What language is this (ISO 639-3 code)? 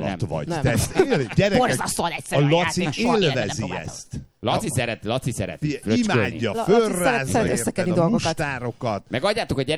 hun